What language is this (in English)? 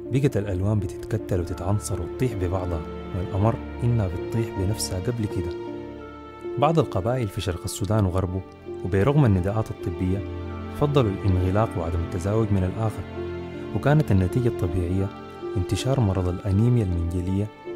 Sudanese Arabic